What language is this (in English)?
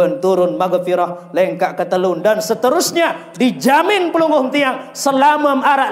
Sasak